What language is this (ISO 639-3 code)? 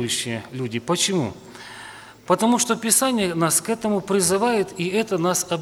rus